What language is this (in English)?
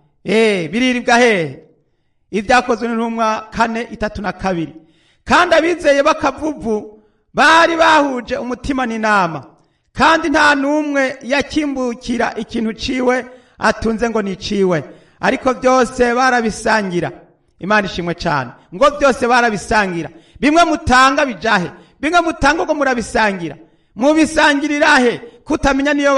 Rundi